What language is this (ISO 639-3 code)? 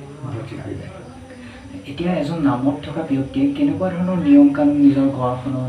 asm